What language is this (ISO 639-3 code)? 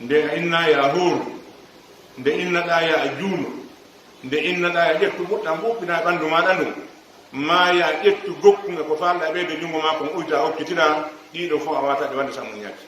fuf